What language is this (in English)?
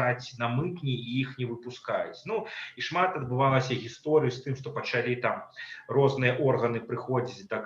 Belarusian